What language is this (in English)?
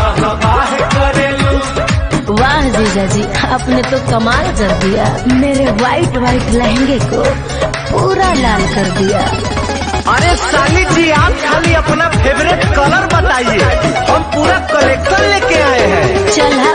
Bhojpuri